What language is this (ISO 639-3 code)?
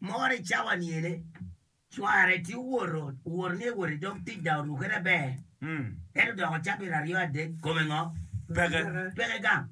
ach